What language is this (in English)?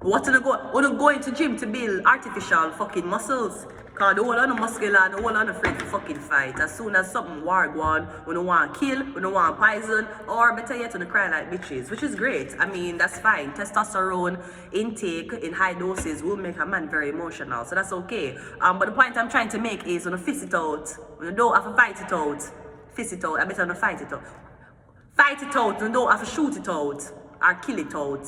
Jamaican Creole English